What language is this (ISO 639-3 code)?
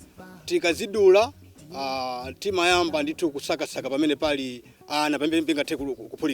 nya